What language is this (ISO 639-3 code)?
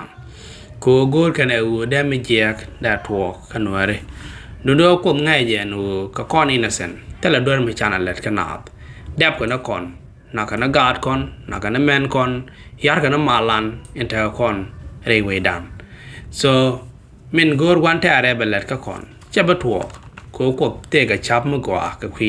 nus